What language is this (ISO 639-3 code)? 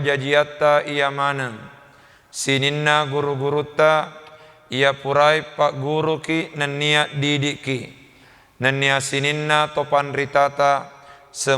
bug